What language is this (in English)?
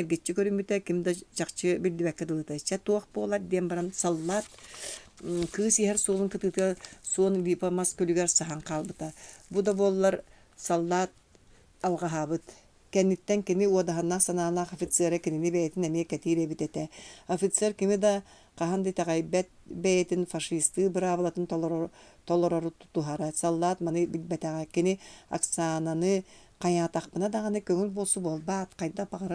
Yakut